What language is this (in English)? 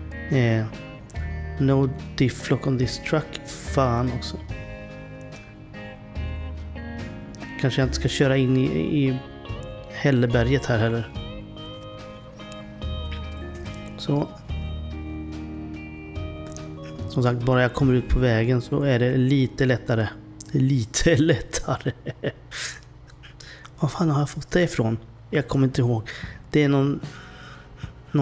Swedish